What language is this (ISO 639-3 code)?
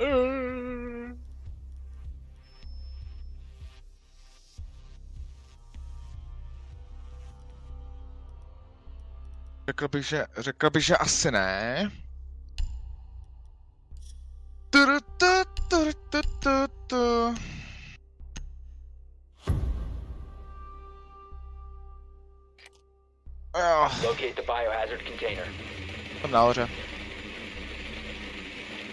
ces